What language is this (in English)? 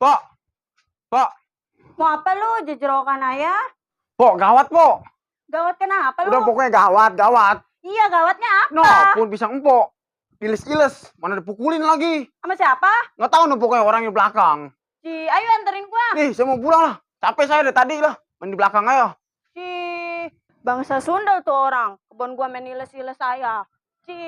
Betawi